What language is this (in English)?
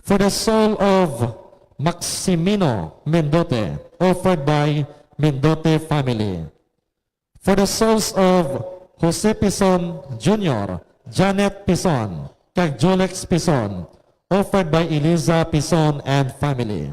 Hiligaynon